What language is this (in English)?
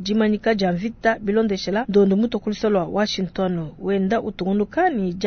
Luba-Lulua